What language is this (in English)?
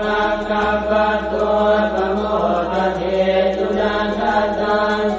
Pali